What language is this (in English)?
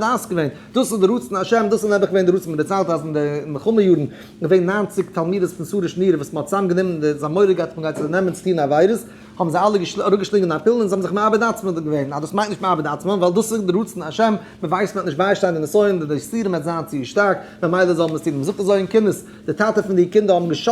Yiddish